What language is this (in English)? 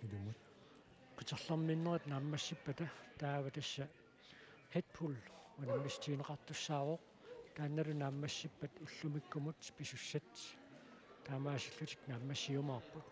Kalaallisut